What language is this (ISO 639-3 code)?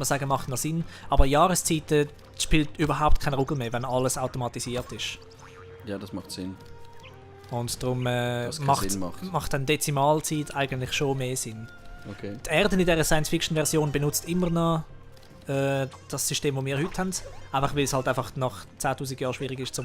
gsw